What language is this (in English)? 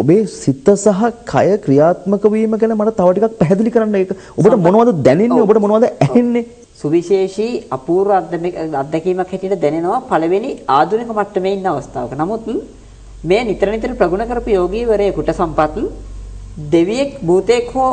Sinhala